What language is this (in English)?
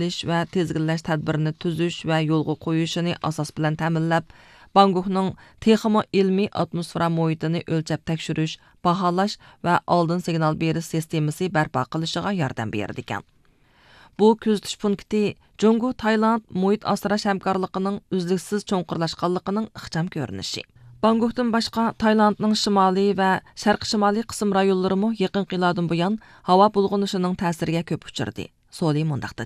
Uyghur